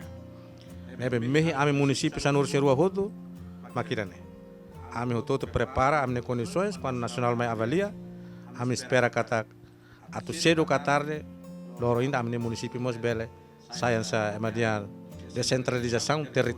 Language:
Tetum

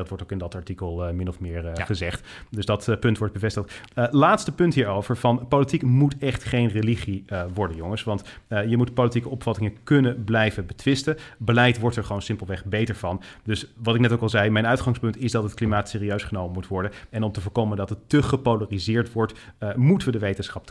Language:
Dutch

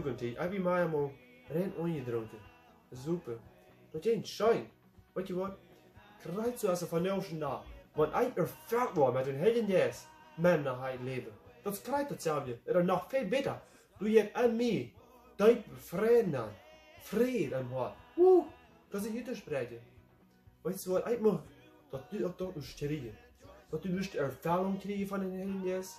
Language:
Plautdietsch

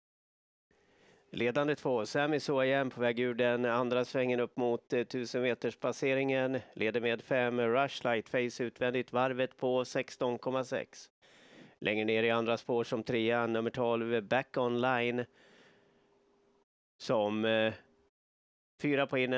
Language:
Swedish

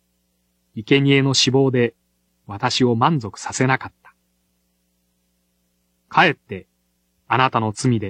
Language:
Japanese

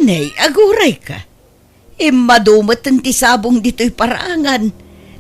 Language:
Iloko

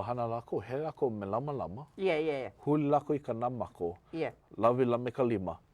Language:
Hawaiian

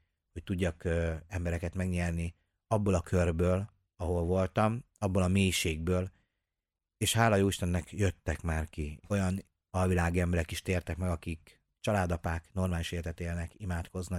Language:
Hungarian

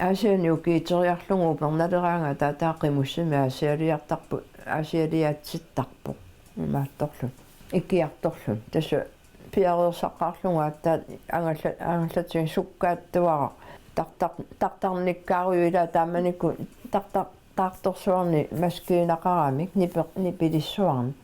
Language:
Kalaallisut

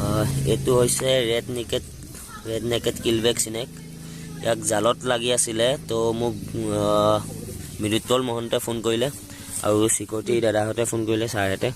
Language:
Assamese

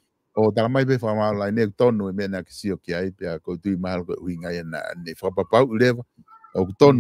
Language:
Tongan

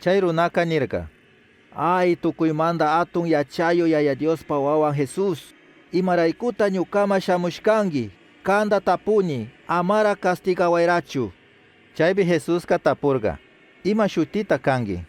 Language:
Chimborazo Highland Quichua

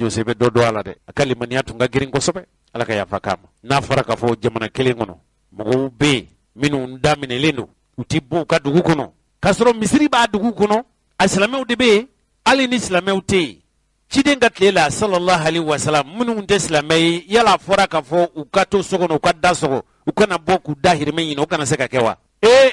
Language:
Bambara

